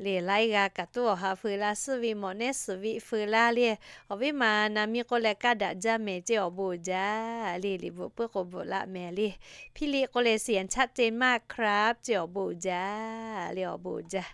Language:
Lahu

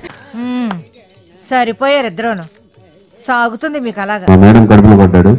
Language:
Telugu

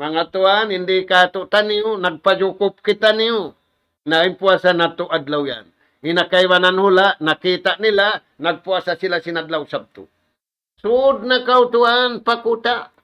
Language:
Tausug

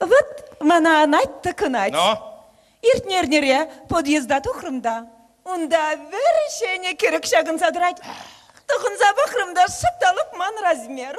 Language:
Chuvash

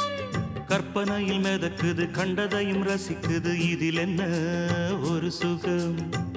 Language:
Tamil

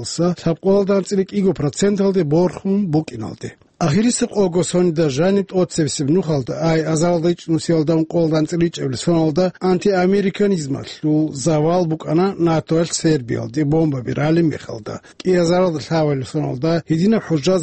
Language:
Avaric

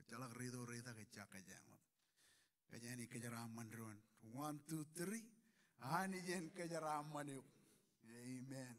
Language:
Marshallese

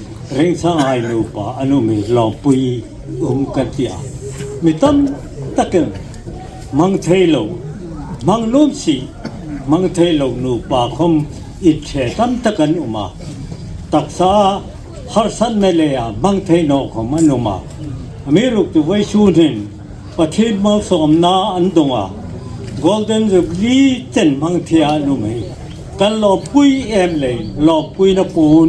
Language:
Hmar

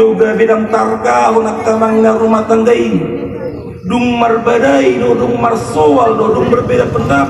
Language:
Batak Toba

